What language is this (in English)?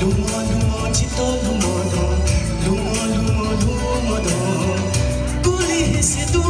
Newari